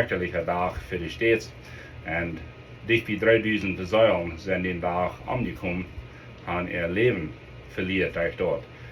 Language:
Plautdietsch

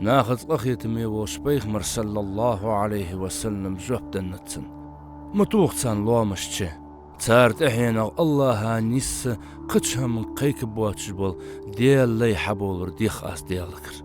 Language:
Ingush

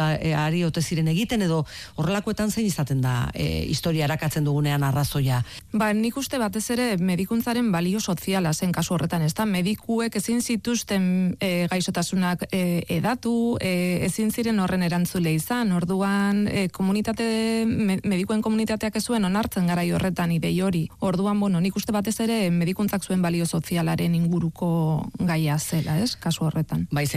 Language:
Basque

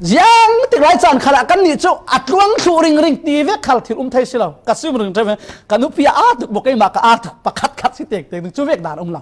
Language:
Falam Chin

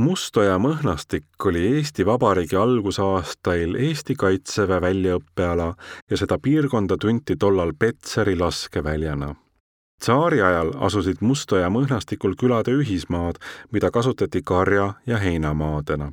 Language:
Estonian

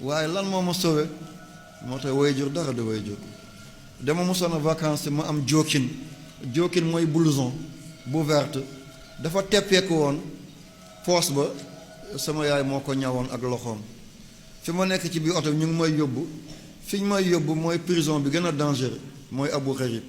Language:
Wolof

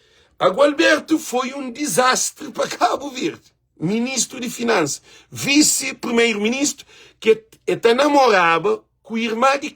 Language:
Kabuverdianu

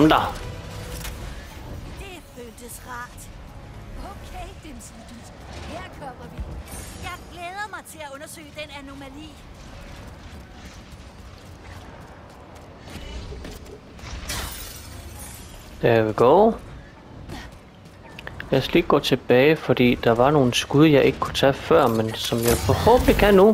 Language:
Danish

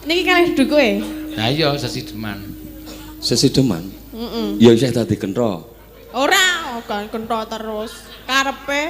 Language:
Javanese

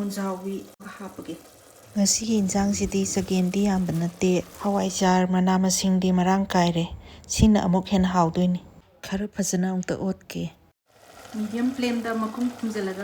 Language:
Manipuri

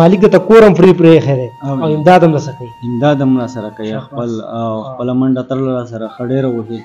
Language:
Pashto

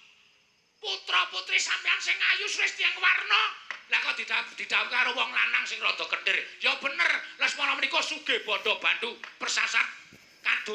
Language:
Javanese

